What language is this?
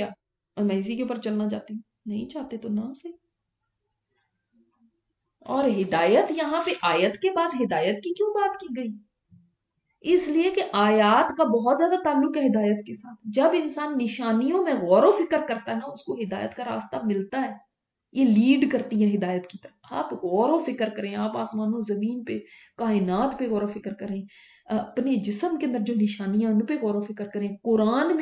Urdu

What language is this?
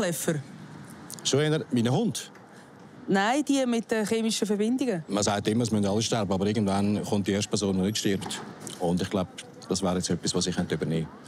Swiss German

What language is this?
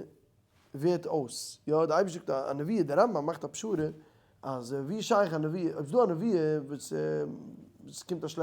Yiddish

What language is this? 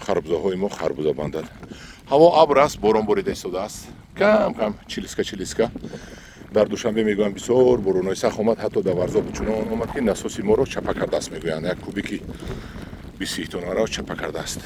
Tajik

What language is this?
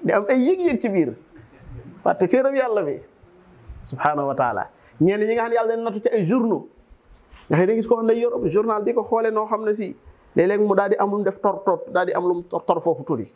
Wolof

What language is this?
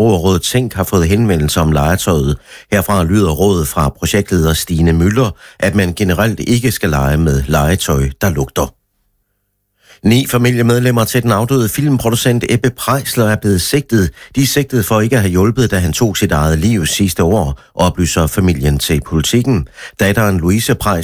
Danish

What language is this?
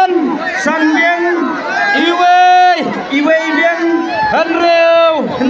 Khasi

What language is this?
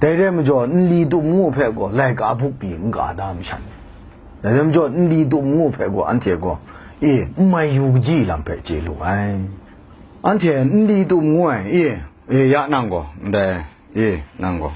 Kachin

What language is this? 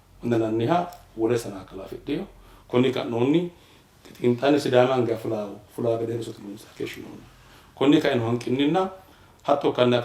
Sidamo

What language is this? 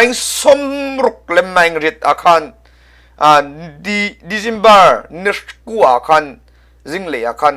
Hakha Chin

